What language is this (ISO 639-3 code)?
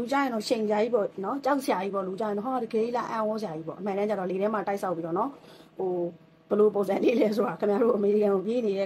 mya